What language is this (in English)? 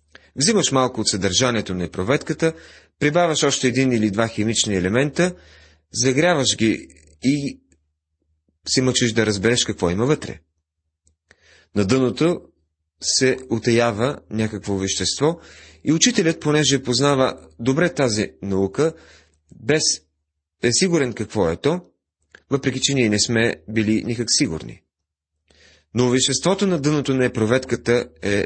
Bulgarian